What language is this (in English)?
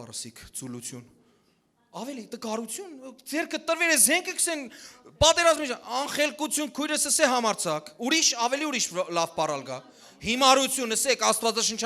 Western Armenian